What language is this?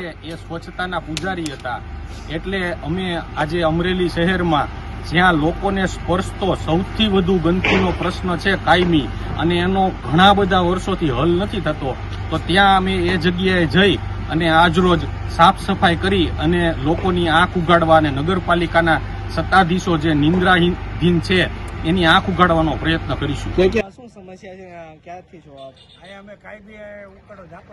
Gujarati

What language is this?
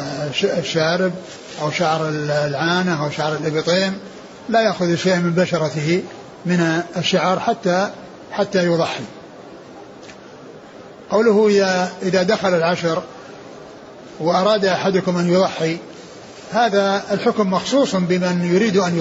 Arabic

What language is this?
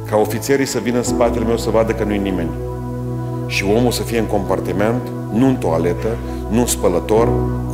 Romanian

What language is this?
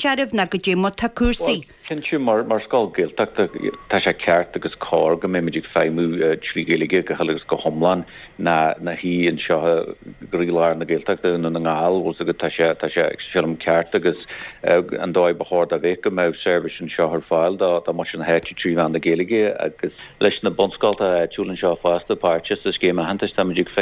Irish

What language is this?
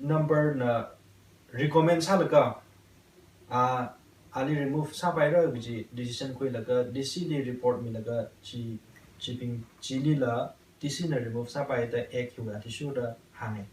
Tangkhul Naga (India)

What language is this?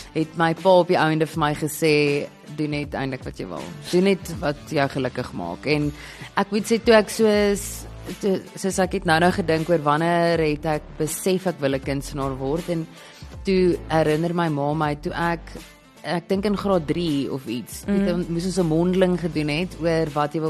Afrikaans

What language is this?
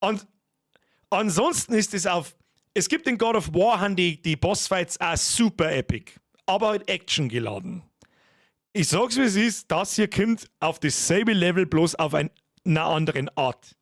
Bavarian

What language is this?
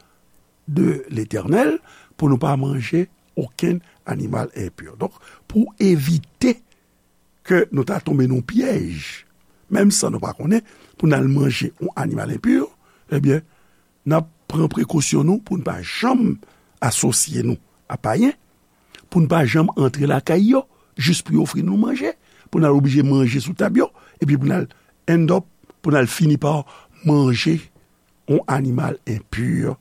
Haitian Creole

